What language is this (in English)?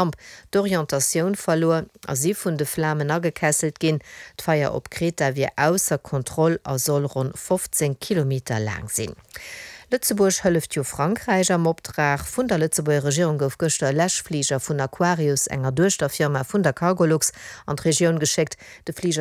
Luxembourgish